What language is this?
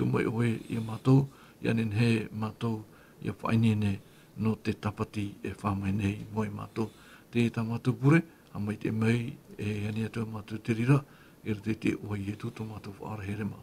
Tahitian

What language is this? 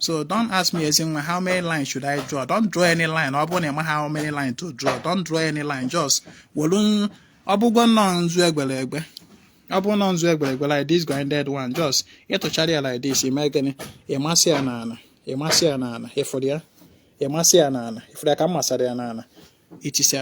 Igbo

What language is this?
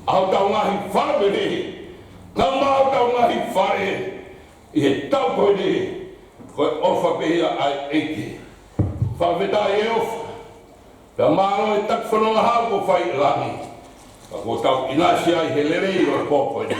Tongan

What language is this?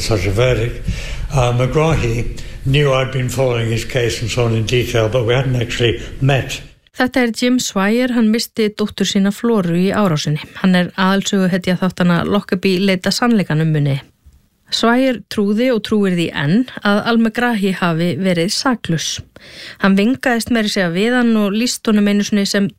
Icelandic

